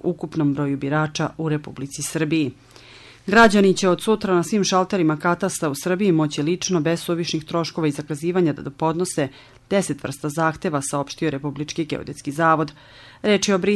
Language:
Serbian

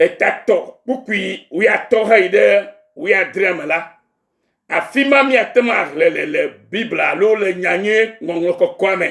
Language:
Ewe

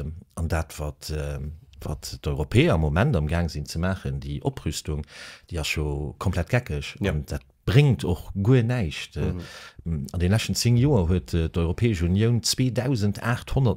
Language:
Luxembourgish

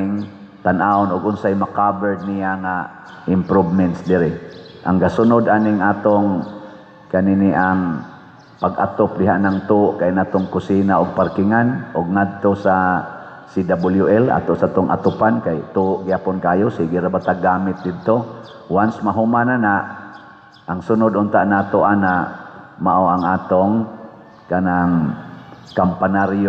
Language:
Cebuano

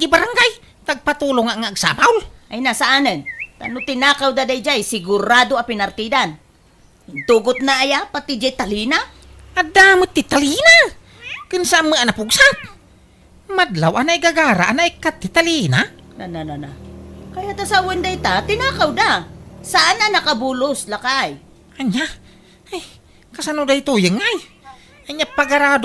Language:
Iloko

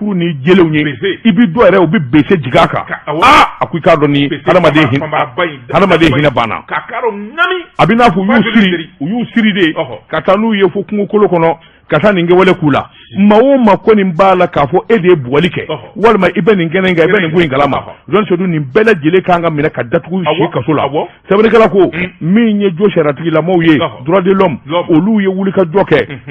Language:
Bambara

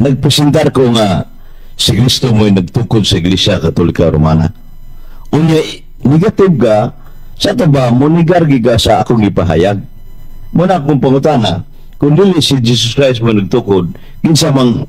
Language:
Cebuano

